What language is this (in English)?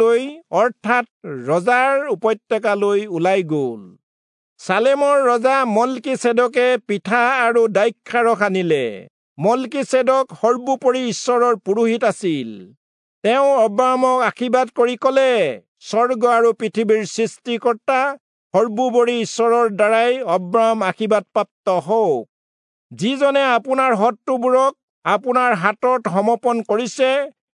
Assamese